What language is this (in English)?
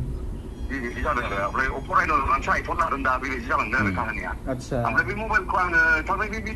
Bodo